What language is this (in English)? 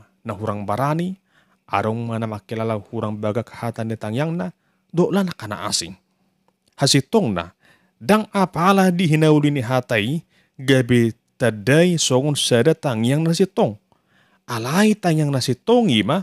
Batak Toba